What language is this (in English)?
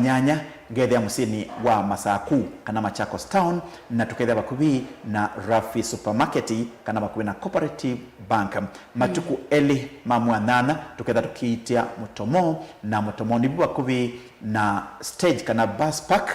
Kamba